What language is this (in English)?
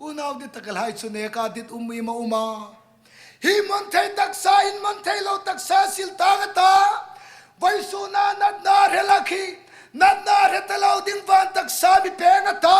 Hmar